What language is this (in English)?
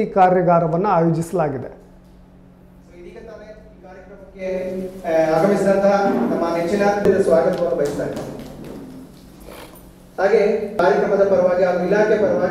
Kannada